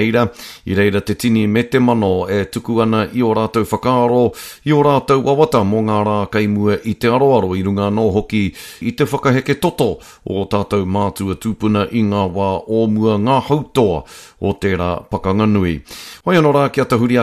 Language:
Māori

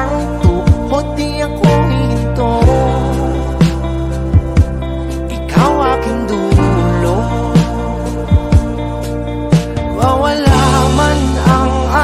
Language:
Filipino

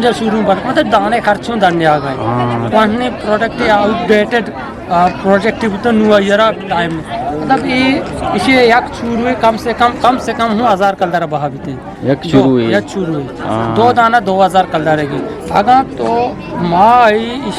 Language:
Eastern Balochi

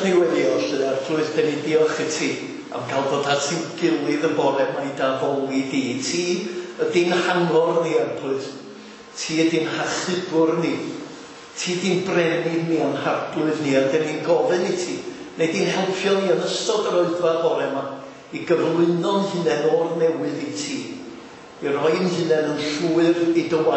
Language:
Welsh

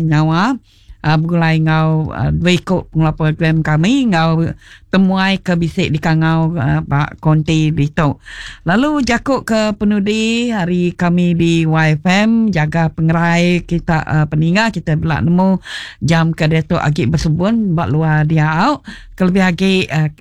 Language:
Iban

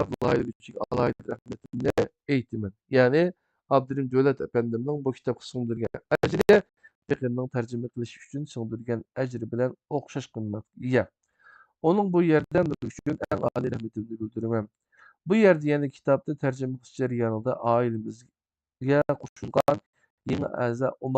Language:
Uyghur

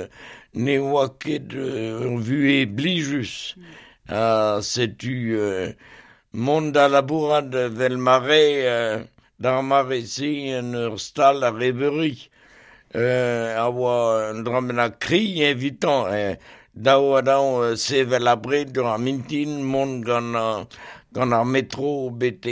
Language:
Breton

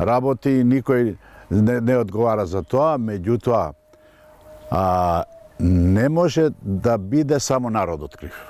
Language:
Macedonian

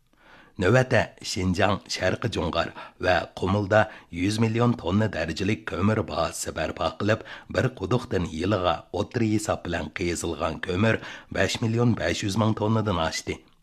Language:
Uyghur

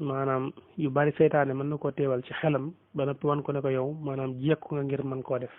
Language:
Wolof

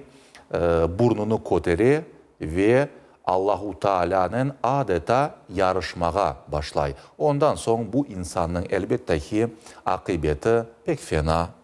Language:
Crimean Tatar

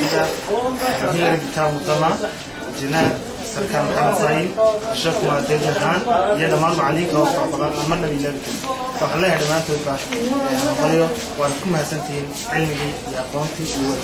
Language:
Somali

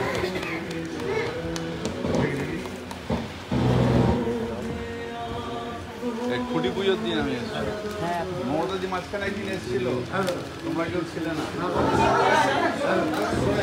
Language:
Bangla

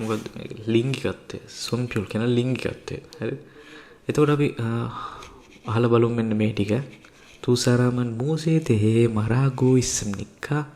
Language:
Sinhala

